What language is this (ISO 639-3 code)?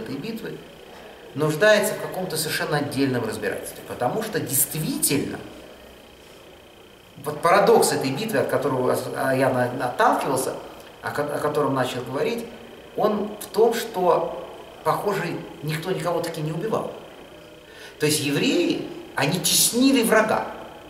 rus